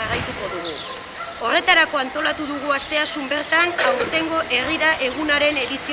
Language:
Basque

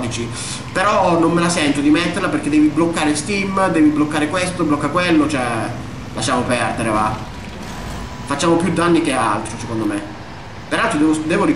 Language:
Italian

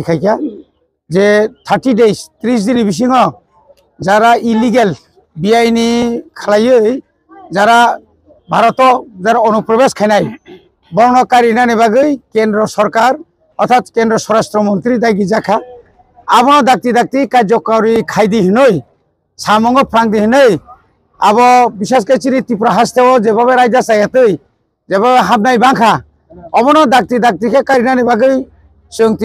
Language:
Kok Borok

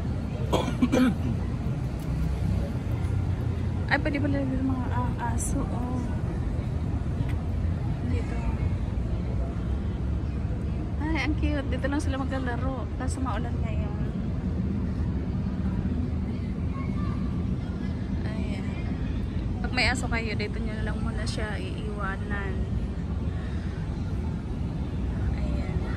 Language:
Filipino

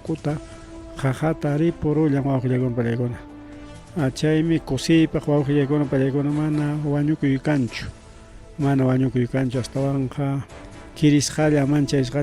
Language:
Ayacucho Quechua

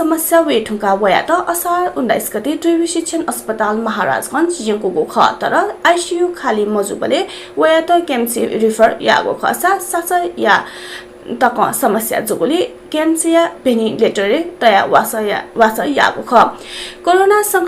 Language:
Newari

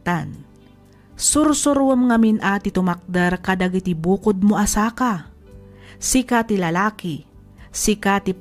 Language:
Iloko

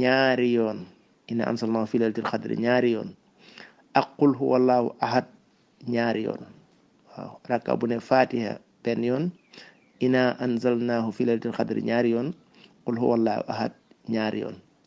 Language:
Wolof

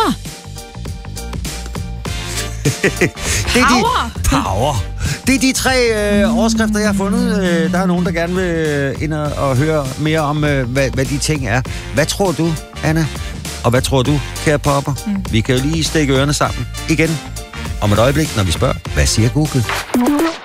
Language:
Danish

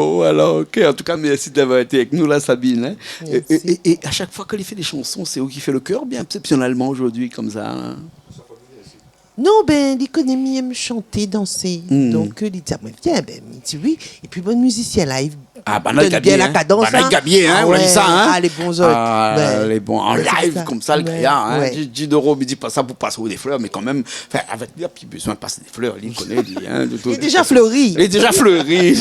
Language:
Réunion Creole French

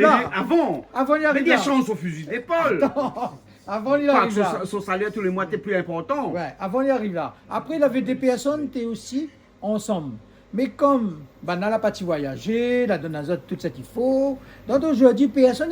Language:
Réunion Creole French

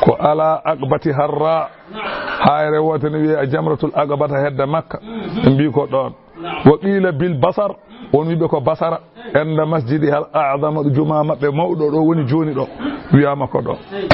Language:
Fula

